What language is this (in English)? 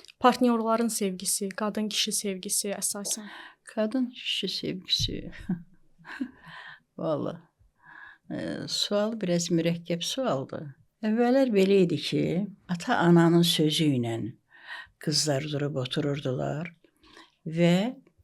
Azerbaijani